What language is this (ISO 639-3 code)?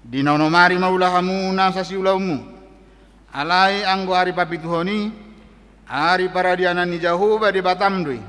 bbc